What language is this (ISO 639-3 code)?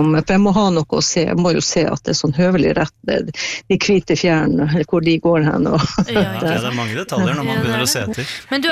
nor